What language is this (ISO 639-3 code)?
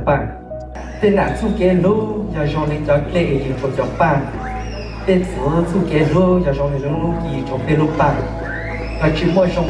hmn